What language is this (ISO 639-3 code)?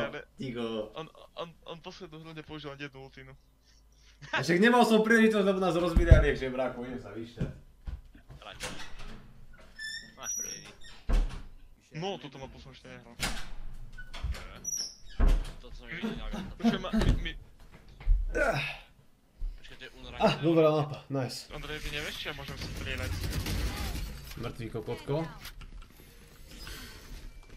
slk